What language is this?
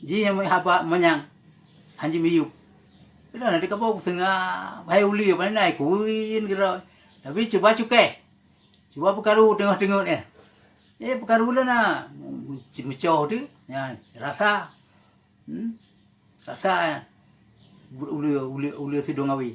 Achinese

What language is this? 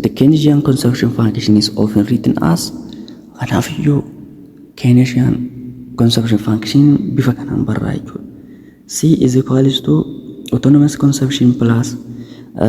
Oromo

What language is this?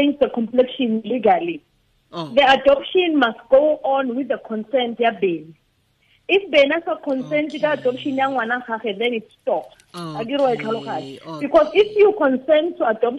Tswana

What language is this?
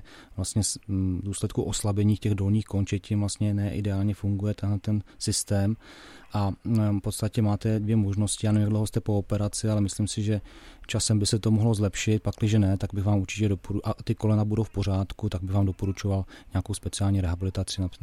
Czech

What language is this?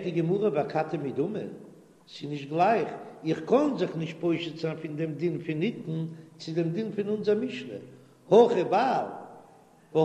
Yiddish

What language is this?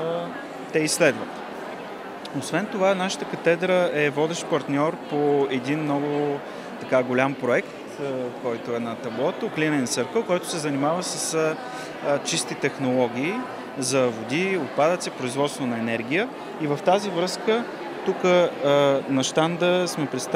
Bulgarian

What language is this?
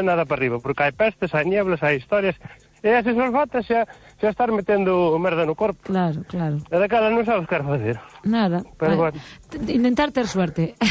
Galician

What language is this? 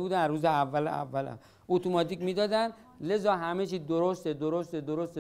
Persian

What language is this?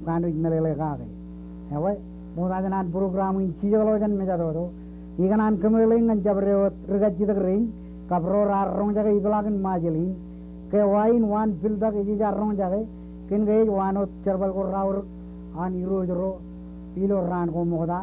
Marshallese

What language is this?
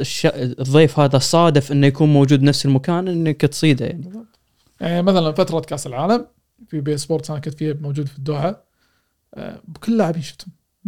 Gulf Arabic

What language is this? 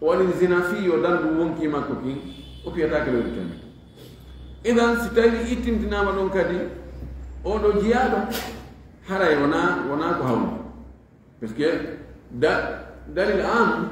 Fula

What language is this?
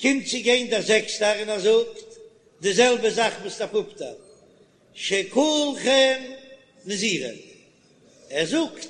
Yiddish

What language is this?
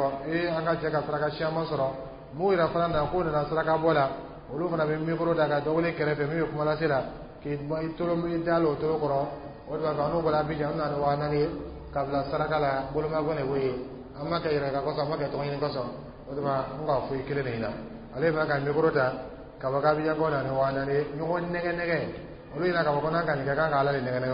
Dyula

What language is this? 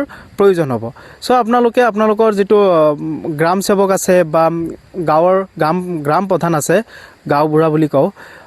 Assamese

